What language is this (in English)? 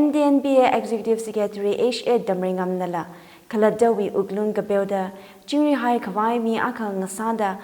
Tangkhul Naga (India)